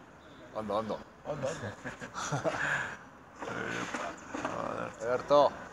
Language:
Basque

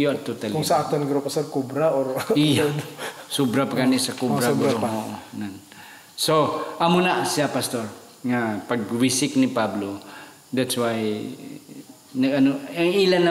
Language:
Hiligaynon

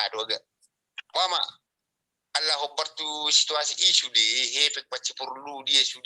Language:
Batak Toba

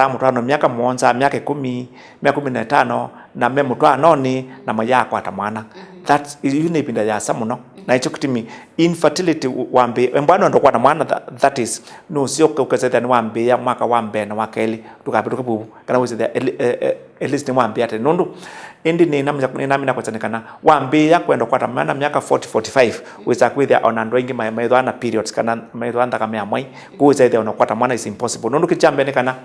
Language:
Kamba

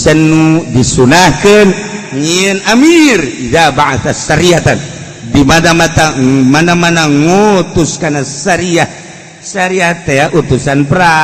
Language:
Sundanese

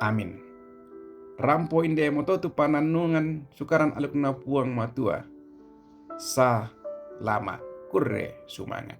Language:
Toraja-Sa'dan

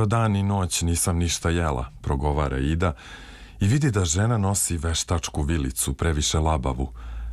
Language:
Serbian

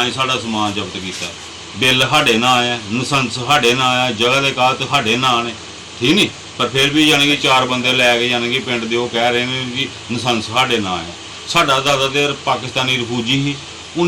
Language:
Dogri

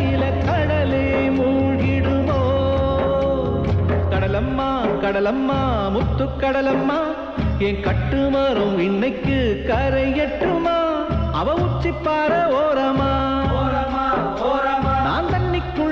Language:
Tamil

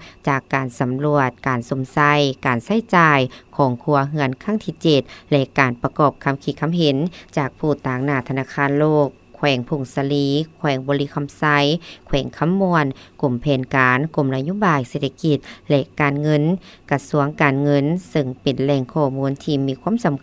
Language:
Lao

